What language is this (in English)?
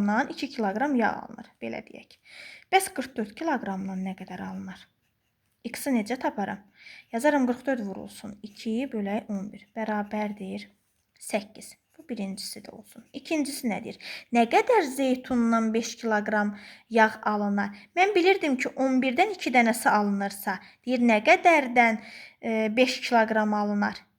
Azerbaijani